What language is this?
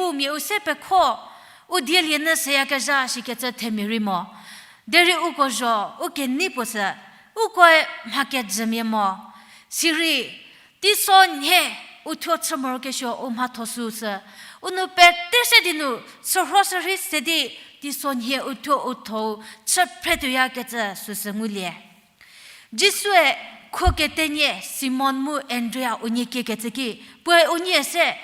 Angami Naga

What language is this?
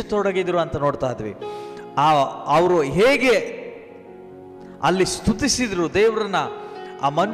Kannada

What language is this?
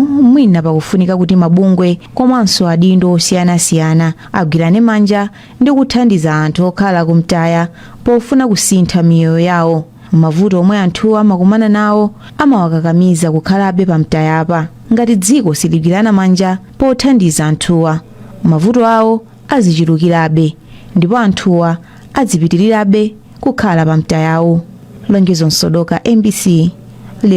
Nyanja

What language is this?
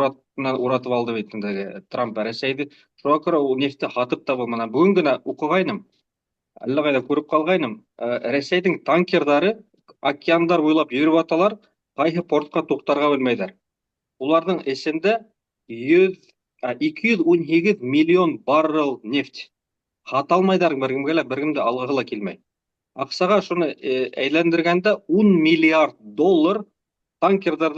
Bashkir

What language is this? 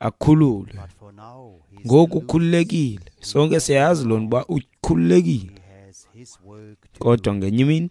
Xhosa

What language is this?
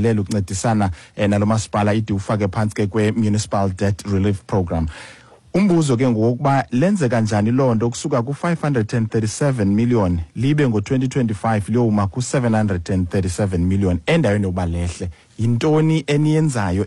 Xhosa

